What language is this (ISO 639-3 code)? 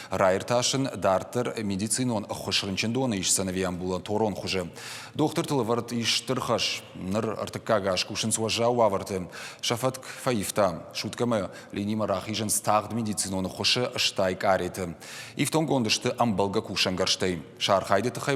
oss